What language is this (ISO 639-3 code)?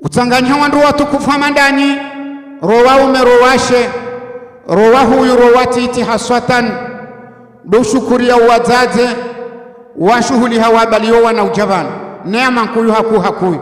zdj